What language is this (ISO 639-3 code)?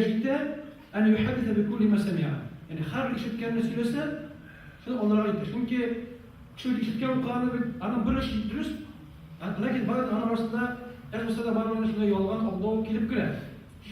tat